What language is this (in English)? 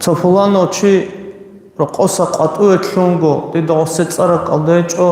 Avaric